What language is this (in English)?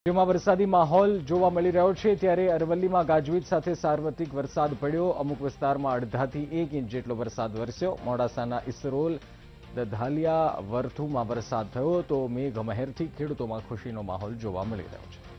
Gujarati